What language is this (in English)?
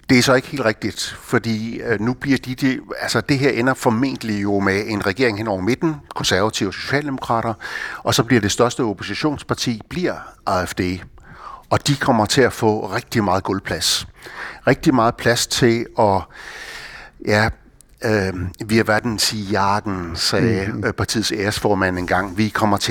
Danish